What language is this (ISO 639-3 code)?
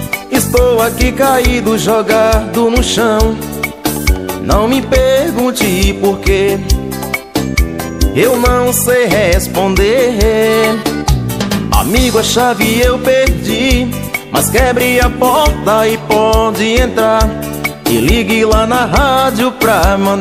por